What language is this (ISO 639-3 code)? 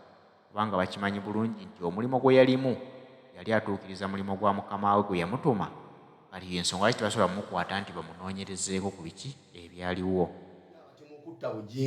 lug